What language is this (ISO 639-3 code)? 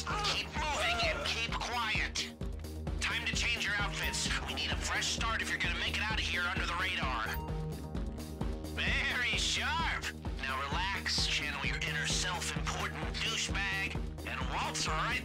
eng